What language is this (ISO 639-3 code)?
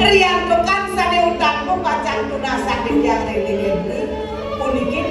ban